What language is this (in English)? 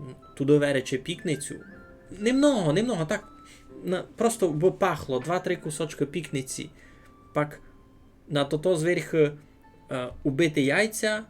Rusyn